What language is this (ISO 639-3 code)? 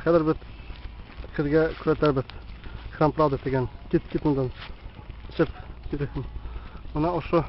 bak